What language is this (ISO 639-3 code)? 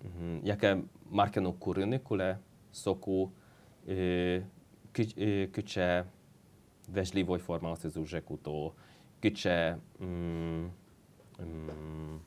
udm